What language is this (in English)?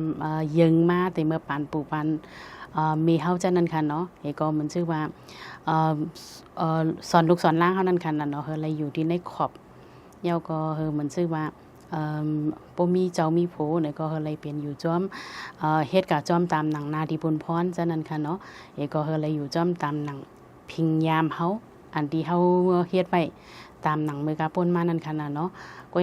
Shan